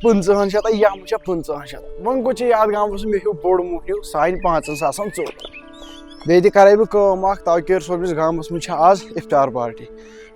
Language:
Kashmiri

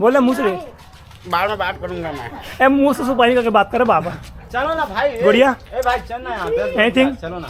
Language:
Chhattisgarhi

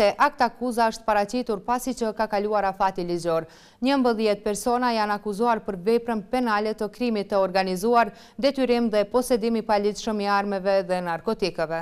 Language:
Albanian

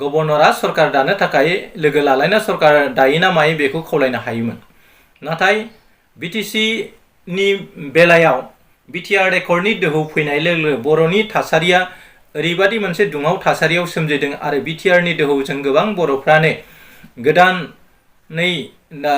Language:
Bodo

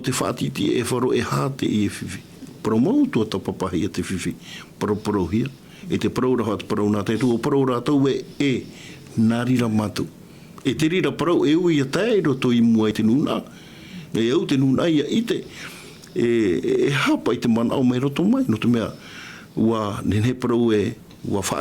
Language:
Tahitian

